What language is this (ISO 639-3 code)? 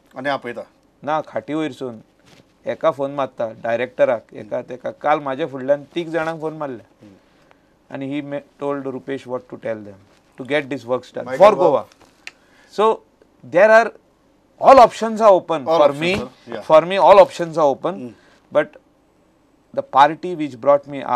kok